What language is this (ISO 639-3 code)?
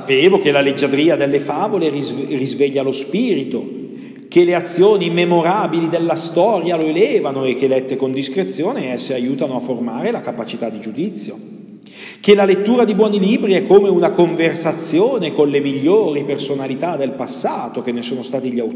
ita